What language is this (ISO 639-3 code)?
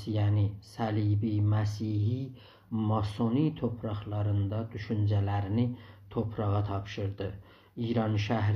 azb